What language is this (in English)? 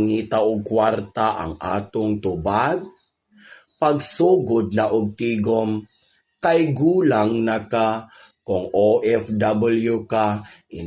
Cebuano